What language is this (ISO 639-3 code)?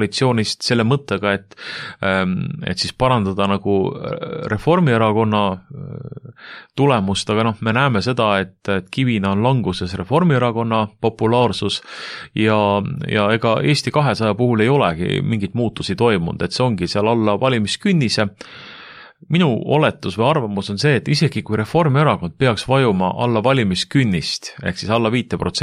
est